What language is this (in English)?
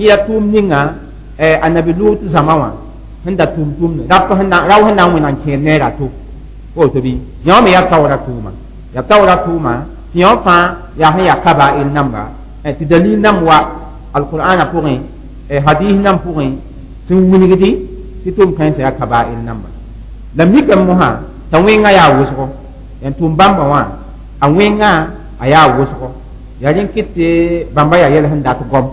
Mossi